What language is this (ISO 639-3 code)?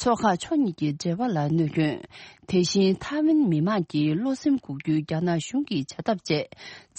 bod